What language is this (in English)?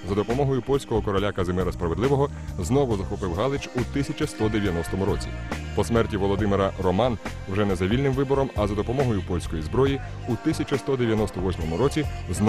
Ukrainian